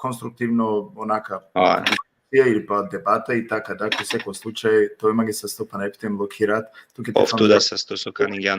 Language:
Balkan Romani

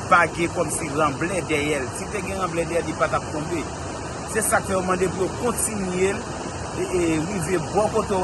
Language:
Haitian Creole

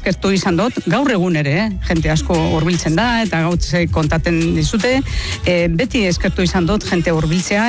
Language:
Basque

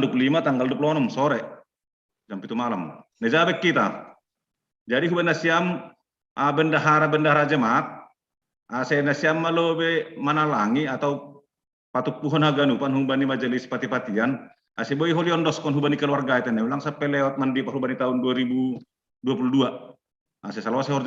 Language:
Batak Simalungun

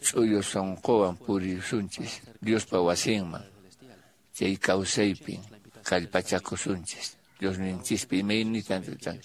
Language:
Quechua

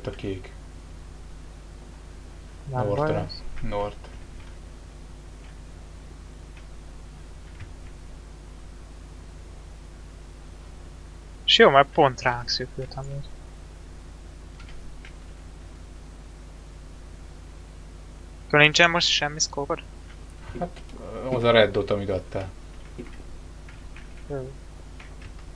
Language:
Hungarian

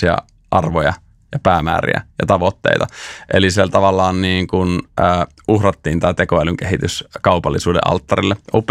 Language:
Finnish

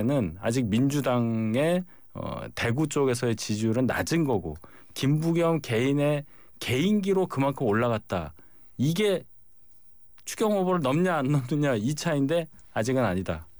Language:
Korean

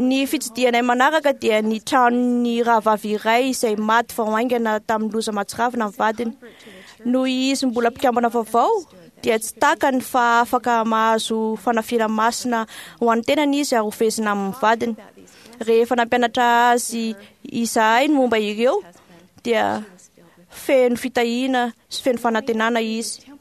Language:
Malagasy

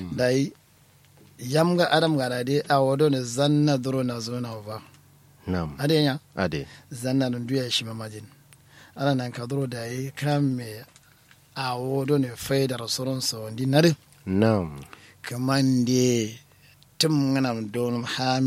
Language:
Kanuri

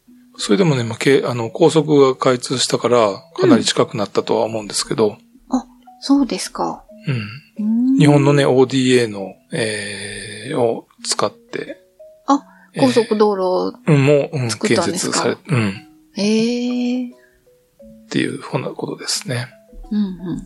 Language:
Japanese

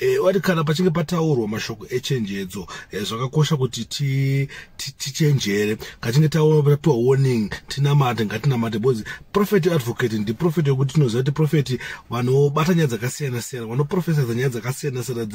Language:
Shona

